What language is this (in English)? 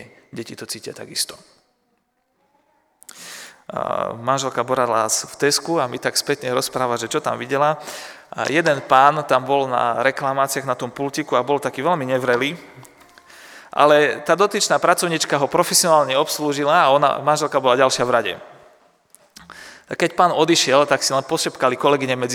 Slovak